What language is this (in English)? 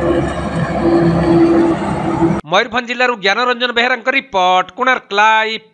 Odia